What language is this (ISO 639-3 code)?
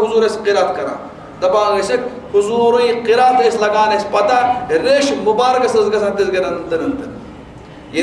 kas